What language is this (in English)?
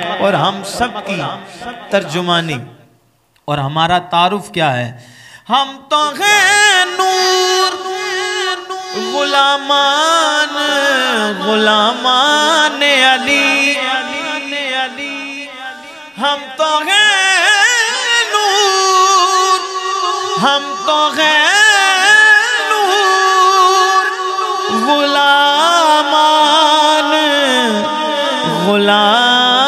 Urdu